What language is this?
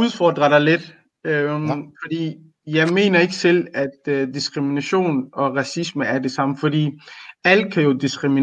Danish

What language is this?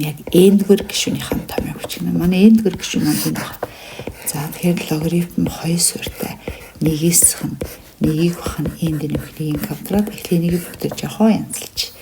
Mongolian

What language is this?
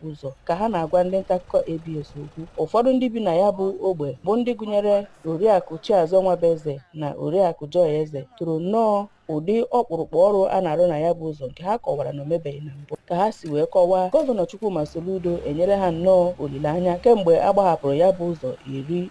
Igbo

